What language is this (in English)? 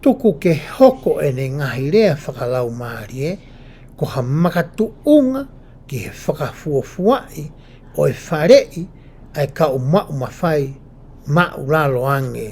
Tongan